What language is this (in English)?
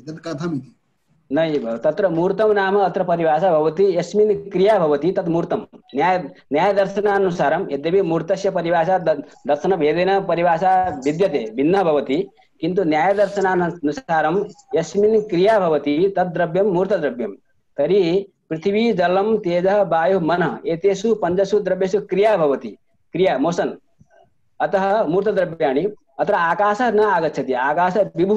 Sanskrit